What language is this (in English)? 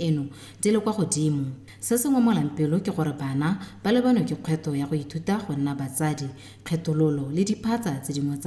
Tswana